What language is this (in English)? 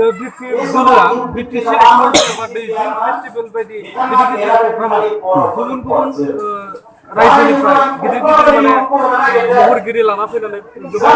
Bodo